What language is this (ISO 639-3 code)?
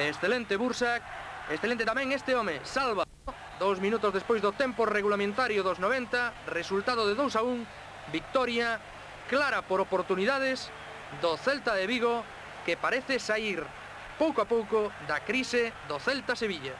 glg